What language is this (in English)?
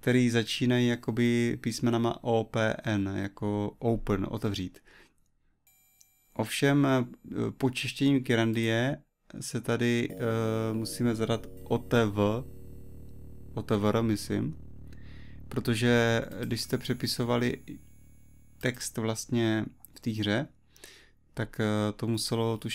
Czech